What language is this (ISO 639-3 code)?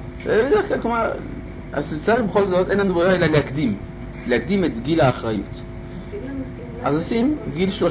heb